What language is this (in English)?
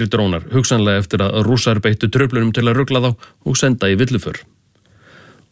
Icelandic